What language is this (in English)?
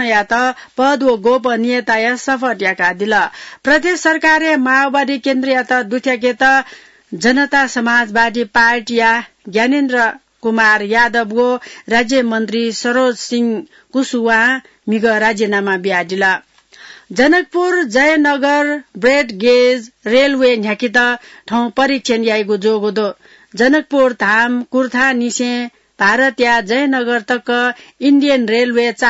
Newari